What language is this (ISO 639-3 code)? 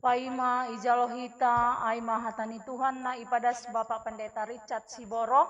bts